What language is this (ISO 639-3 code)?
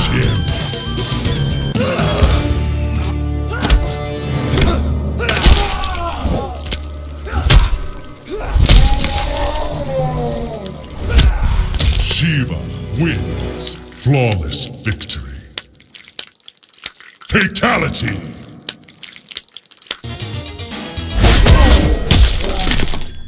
eng